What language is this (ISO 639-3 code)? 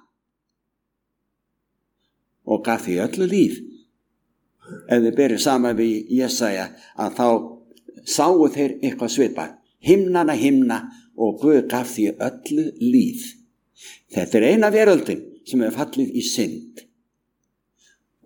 isl